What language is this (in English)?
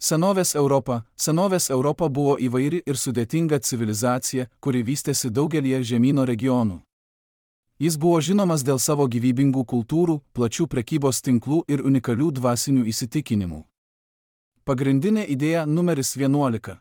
Lithuanian